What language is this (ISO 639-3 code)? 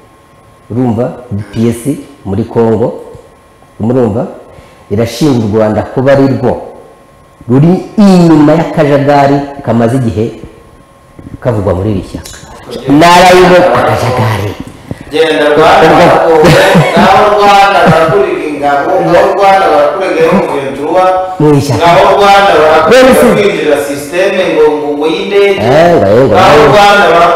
kin